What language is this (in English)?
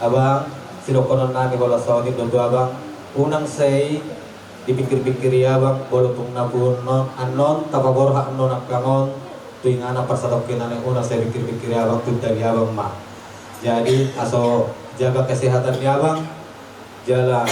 Batak Toba